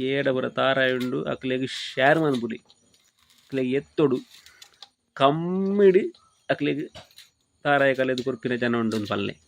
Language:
Tulu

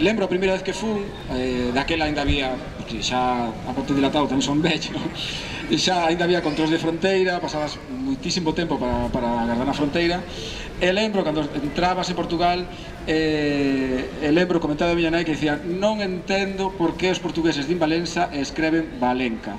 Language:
Galician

